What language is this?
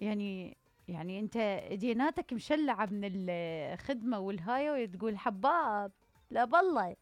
Mesopotamian Arabic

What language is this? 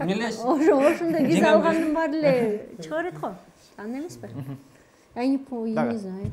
Kyrgyz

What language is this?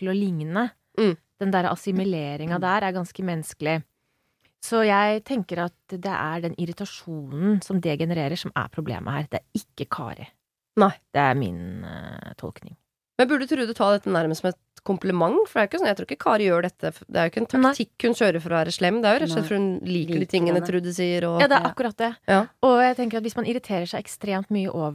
Norwegian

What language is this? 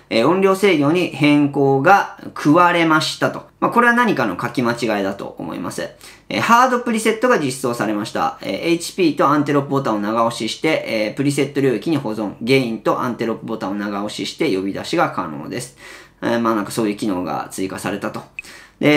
Japanese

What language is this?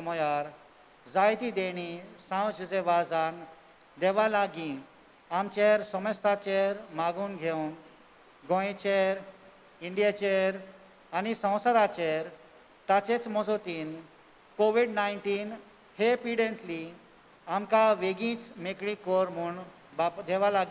Konkani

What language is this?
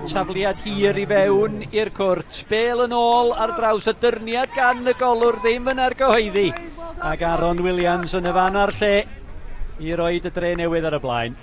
Welsh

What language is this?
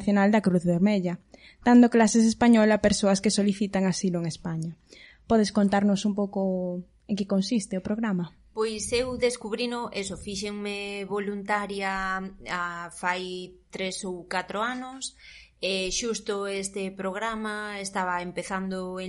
Galician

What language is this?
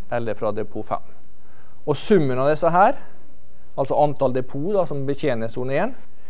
Norwegian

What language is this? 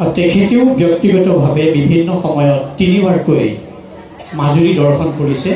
Assamese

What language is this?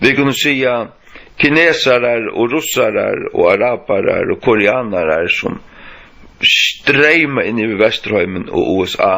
Faroese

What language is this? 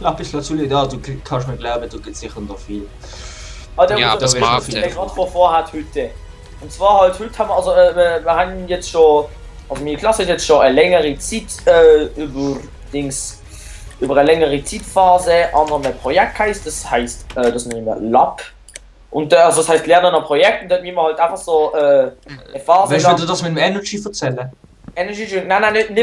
Swiss German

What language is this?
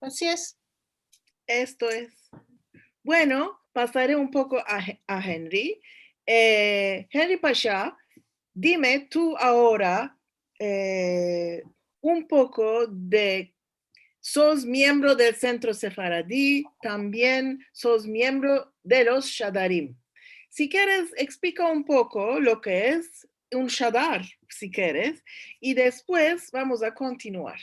Ladino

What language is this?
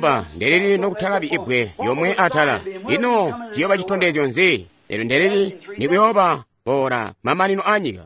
Tonga (Zambia)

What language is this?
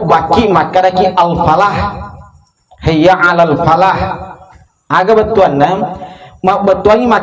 Buginese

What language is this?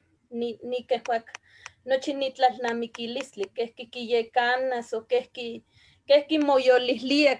Eastern Huasteca Nahuatl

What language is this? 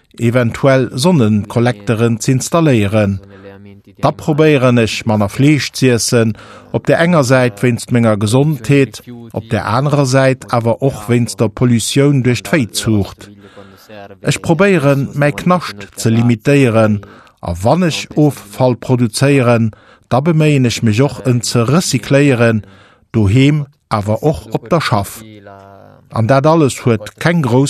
Luxembourgish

